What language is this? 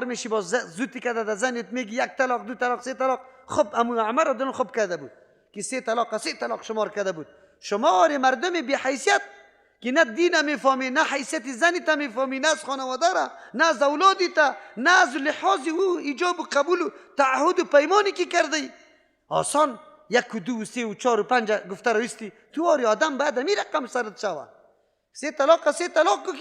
Persian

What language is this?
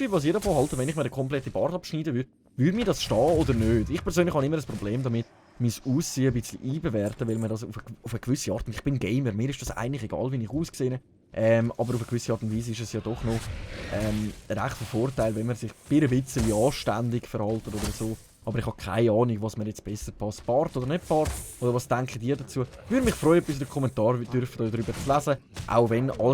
Swiss German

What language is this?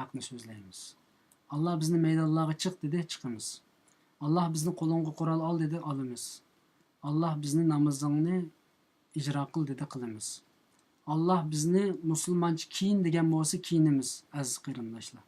Uyghur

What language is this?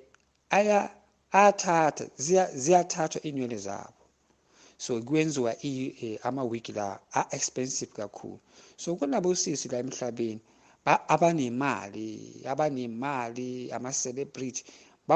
Zulu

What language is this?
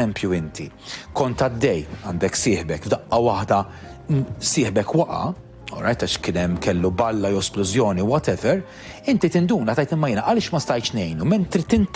Maltese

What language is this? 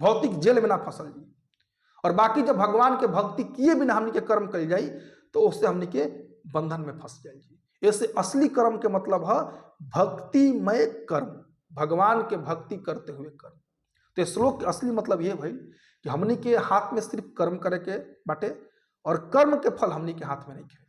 Bhojpuri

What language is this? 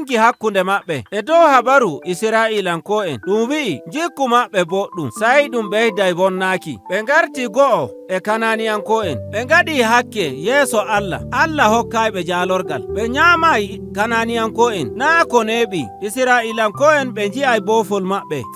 Nigerian Fulfulde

